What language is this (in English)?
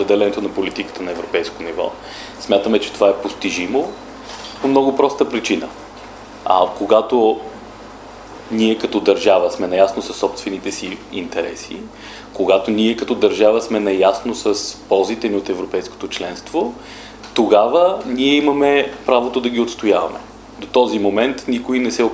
Bulgarian